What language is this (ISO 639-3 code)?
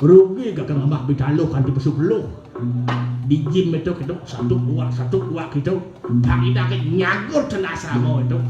ban